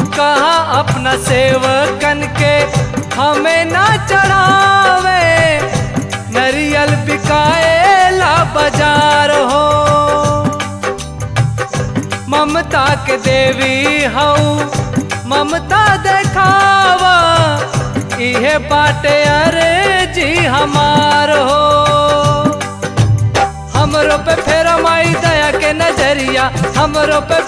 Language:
Bhojpuri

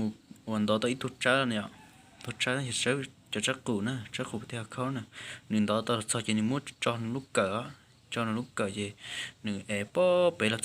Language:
Hmong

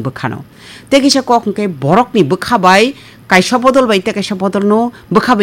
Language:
Kok Borok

